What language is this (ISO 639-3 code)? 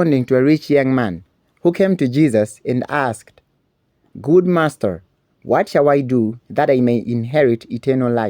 eng